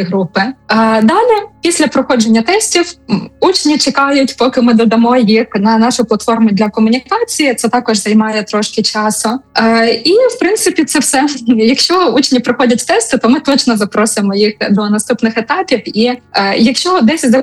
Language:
Ukrainian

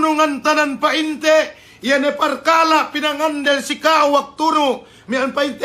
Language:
Yakan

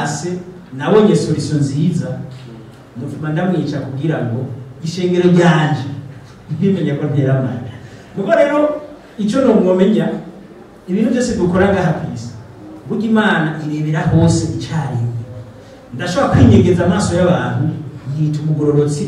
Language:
Rundi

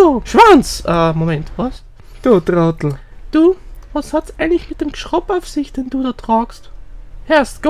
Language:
Bavarian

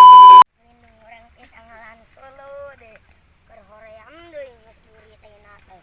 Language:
Sundanese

